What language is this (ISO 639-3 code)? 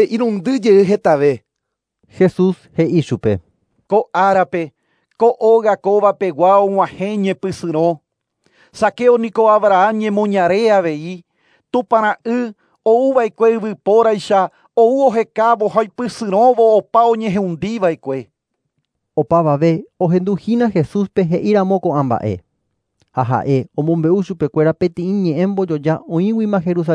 grn